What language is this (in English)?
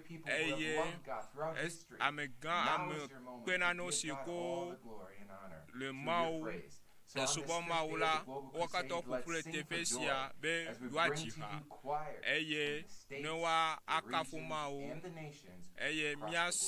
Ewe